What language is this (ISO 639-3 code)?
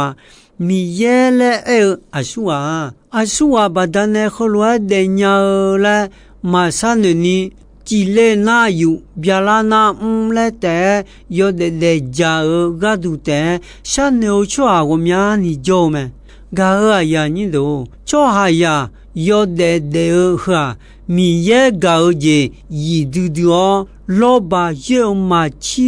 ahk